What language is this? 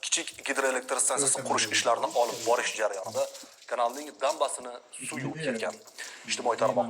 Uzbek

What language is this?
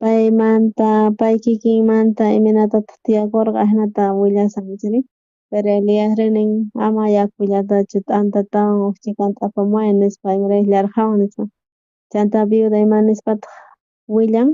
South Bolivian Quechua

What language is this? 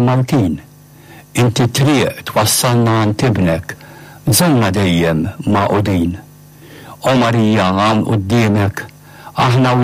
Maltese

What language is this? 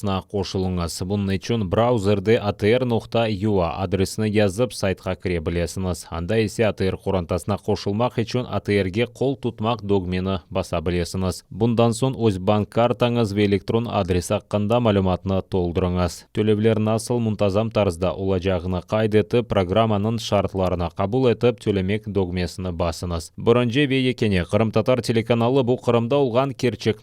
Crimean Tatar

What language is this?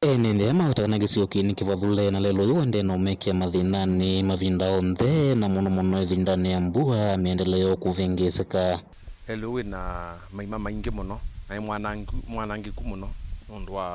Kamba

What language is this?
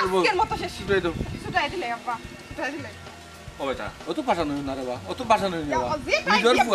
Sylheti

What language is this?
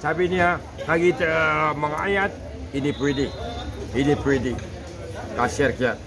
Maranao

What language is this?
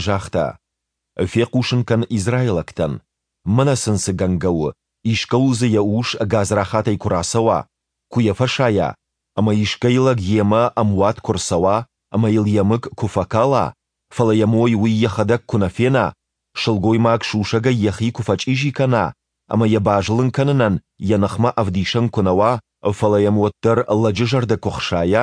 Ossetic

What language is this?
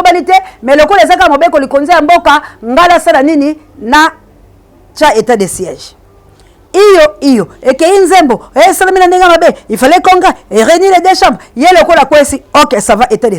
Lingala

